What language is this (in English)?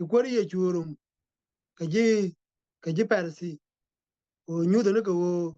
Nuer